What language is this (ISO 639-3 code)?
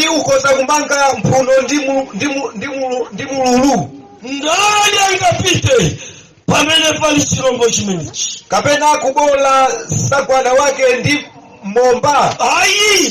nya